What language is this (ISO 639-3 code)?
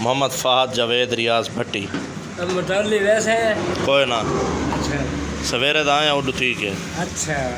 skr